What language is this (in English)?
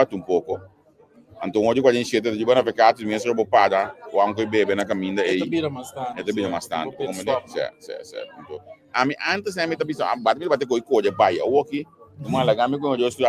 Papiamento